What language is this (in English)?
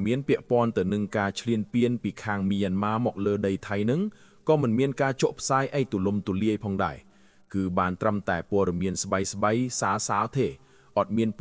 Khmer